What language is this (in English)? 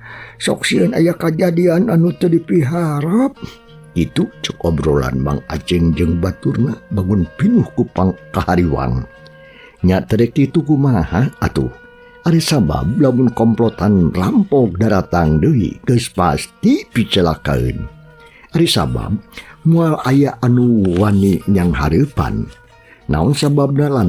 Sundanese